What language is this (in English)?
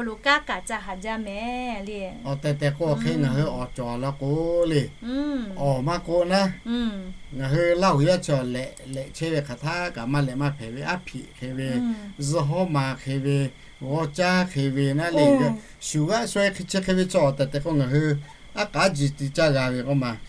Lahu